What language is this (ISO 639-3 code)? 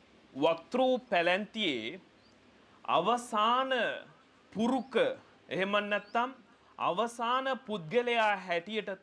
sin